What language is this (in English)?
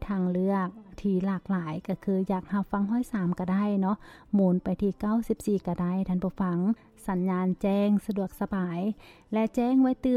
Lao